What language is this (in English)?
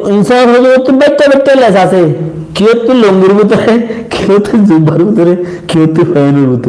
Rohingya